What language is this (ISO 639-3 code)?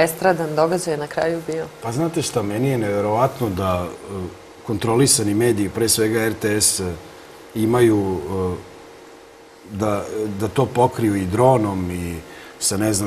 srp